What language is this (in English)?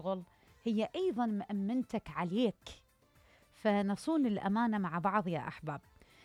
Mesopotamian Arabic